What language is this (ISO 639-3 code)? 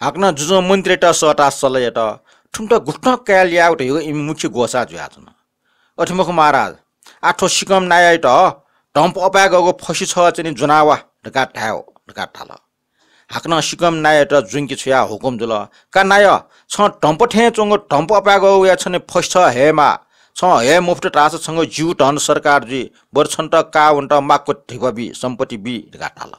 new